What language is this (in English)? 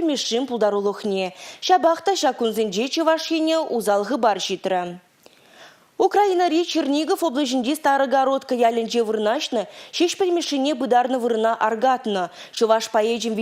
Chuvash